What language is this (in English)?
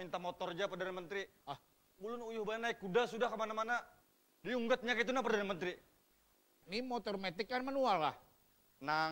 Banjar